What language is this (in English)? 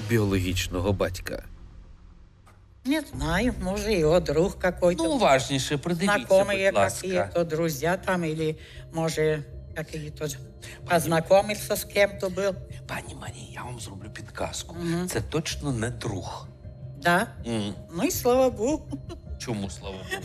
Ukrainian